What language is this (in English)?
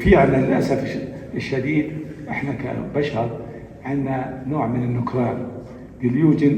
North Levantine Arabic